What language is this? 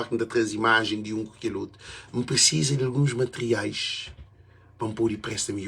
Kabuverdianu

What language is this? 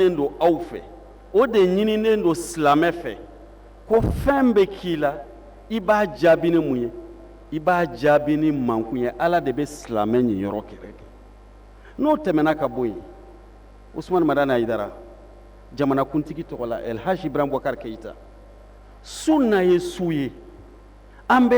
Bambara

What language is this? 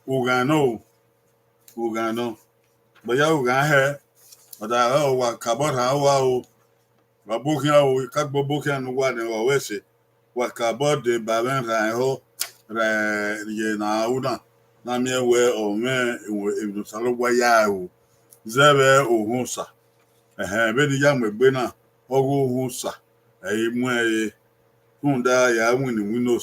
Bini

